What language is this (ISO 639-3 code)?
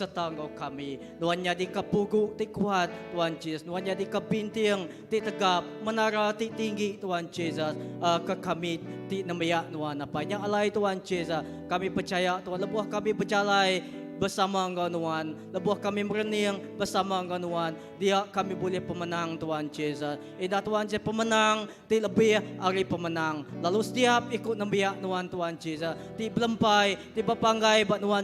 iba